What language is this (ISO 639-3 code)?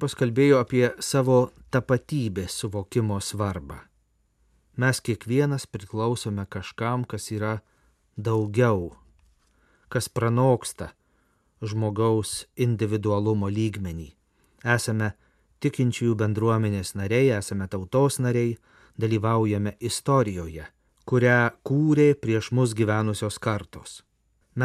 lit